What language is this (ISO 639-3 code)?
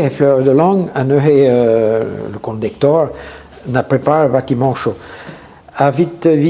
bre